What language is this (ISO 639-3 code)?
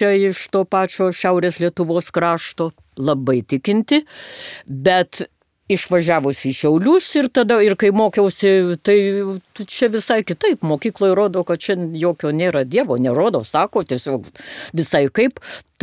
lit